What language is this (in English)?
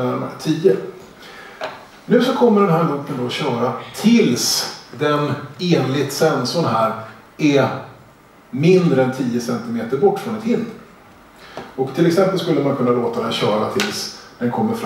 Swedish